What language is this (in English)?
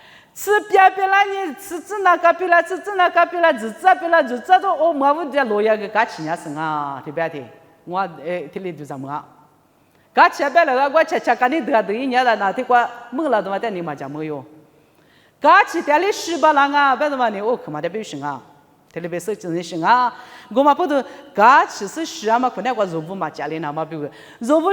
Lisu